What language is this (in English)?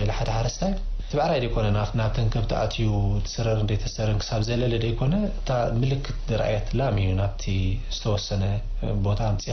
Tigrinya